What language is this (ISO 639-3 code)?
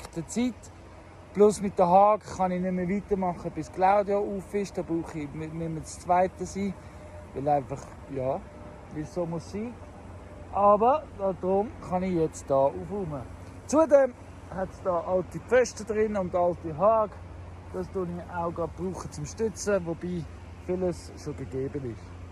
gsw